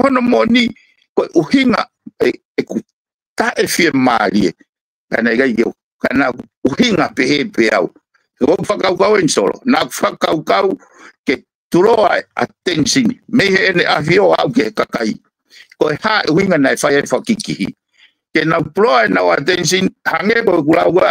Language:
Tongan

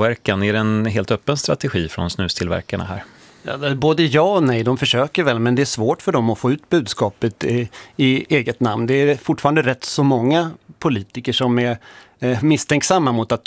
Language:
Swedish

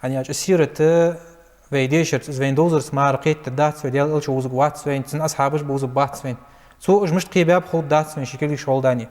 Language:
Ingush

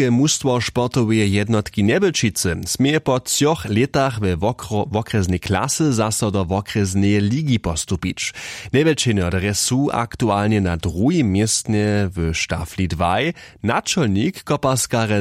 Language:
Upper Sorbian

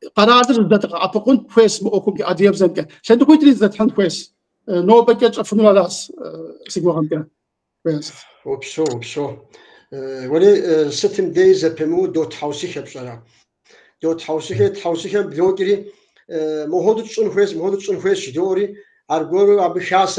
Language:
Kabardian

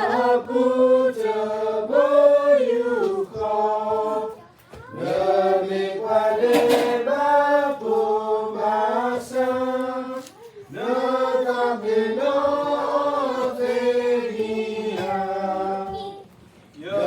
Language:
S'gaw Karen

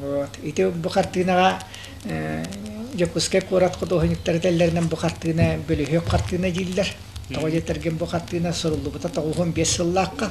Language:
Yakut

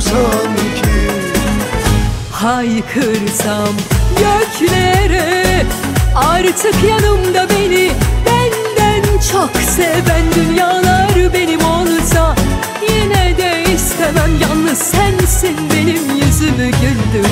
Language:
Turkish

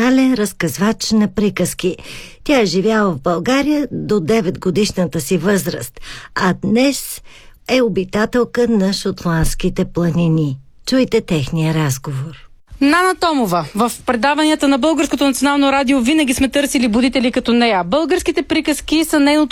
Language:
Bulgarian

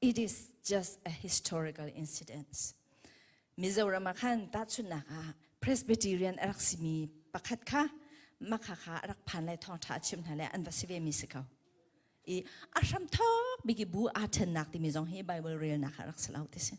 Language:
Hakha Chin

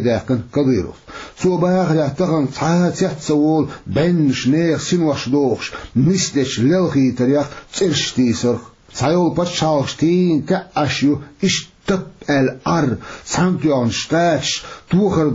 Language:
Chechen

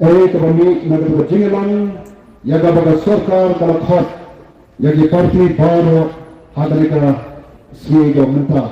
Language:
Khasi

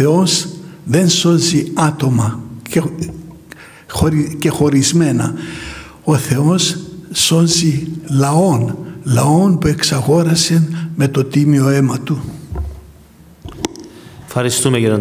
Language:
Greek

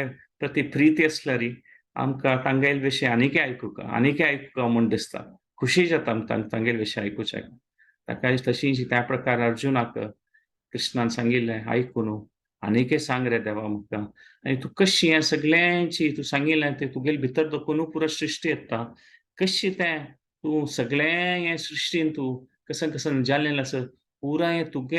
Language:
Konkani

